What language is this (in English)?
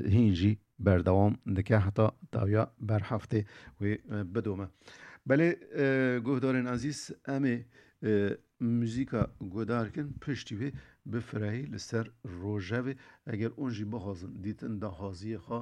Kurdish